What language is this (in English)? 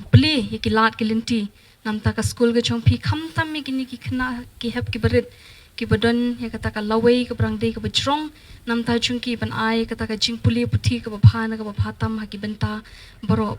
Khasi